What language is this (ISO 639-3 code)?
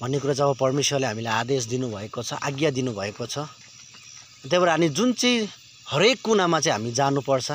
nep